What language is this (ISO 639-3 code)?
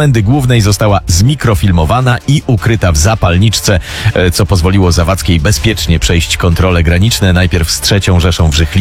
pol